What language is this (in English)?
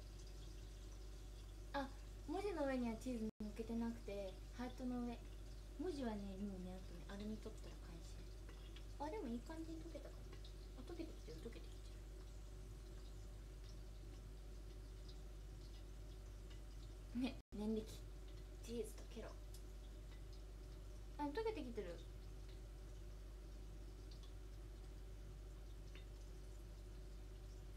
Japanese